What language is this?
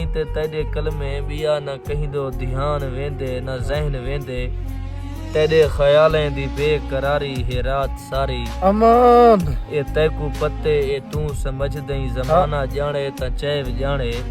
Saraiki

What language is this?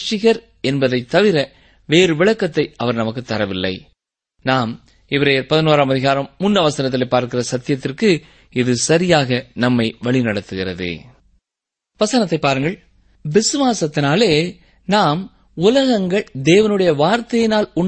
Tamil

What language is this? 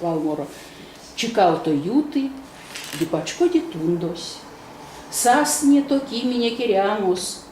Erzya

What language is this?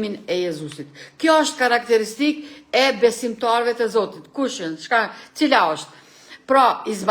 Albanian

